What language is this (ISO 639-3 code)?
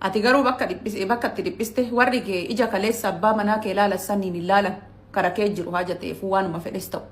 orm